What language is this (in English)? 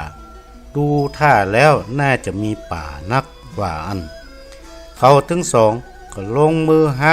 Northern Thai